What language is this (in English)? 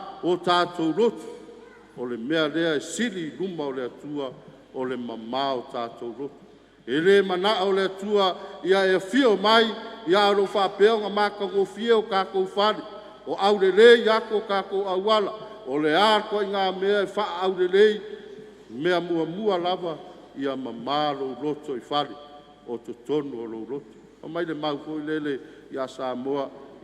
Samoan